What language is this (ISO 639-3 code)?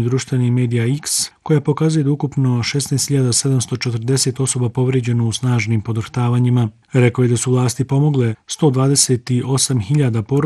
bos